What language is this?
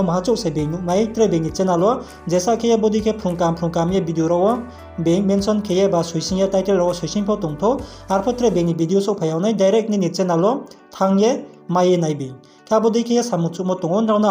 Riang (India)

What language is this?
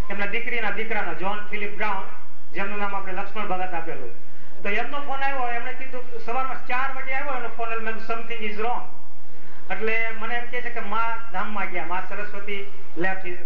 Gujarati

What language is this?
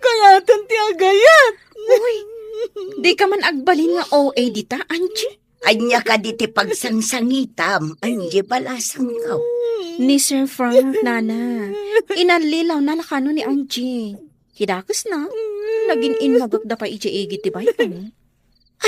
Iloko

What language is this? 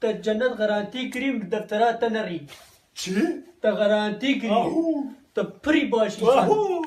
Kurdish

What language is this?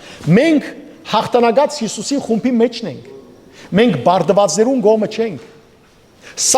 Western Armenian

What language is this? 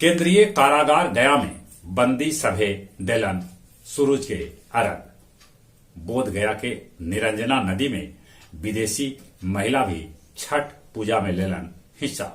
Magahi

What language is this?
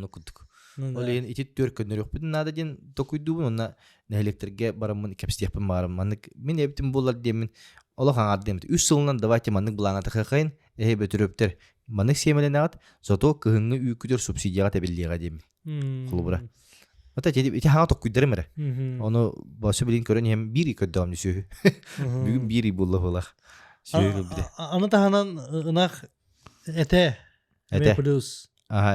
Yakut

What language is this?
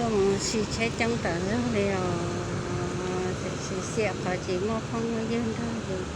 Hmong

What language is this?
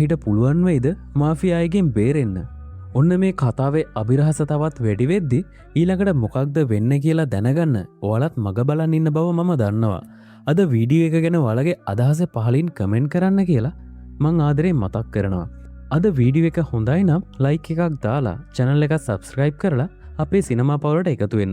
Sinhala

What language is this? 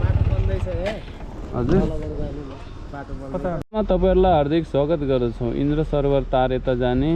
Nepali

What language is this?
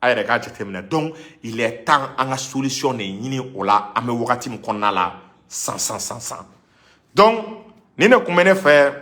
Bambara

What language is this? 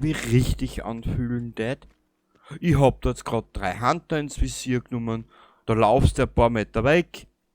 Bavarian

